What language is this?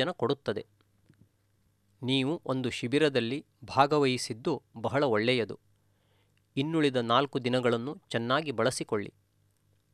Kannada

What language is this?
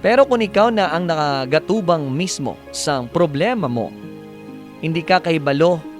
Hiligaynon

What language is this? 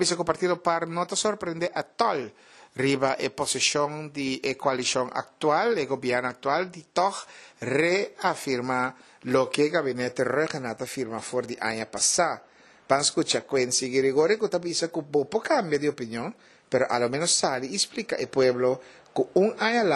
Papiamento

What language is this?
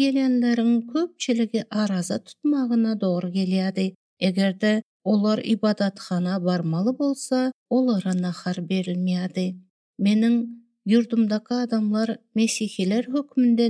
Turkmen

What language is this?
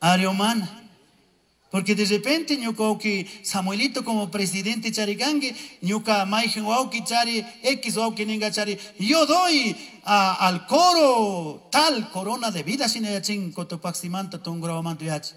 Chimborazo Highland Quichua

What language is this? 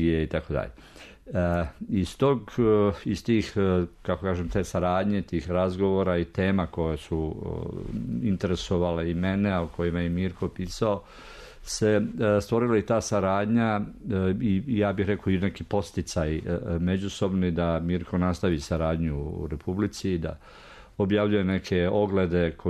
Serbian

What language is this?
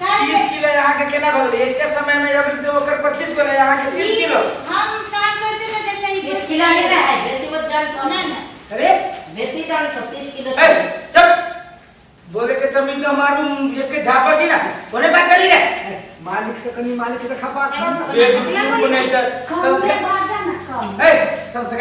Maithili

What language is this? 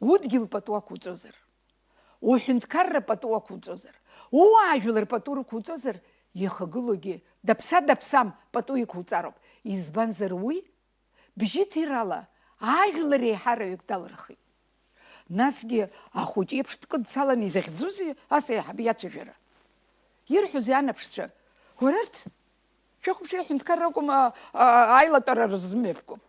Abkhazian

